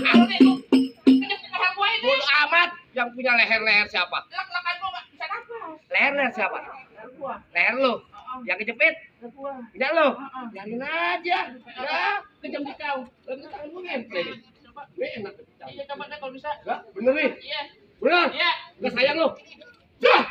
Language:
Betawi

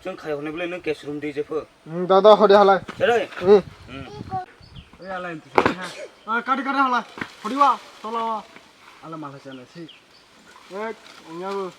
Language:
Kok Borok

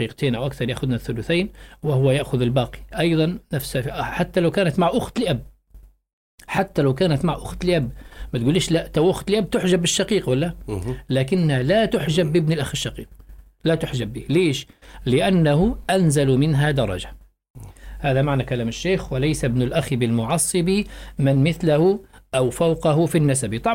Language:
Arabic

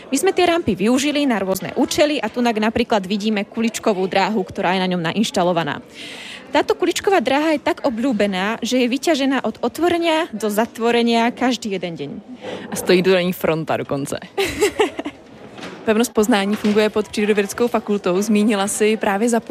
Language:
Slovak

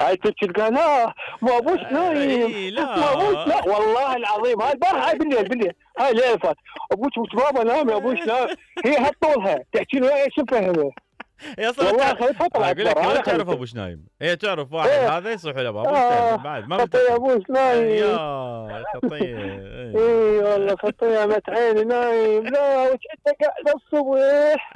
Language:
Mesopotamian Arabic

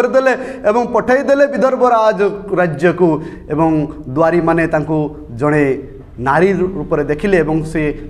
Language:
Odia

